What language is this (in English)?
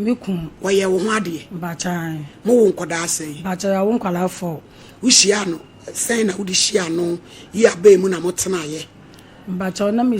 Akan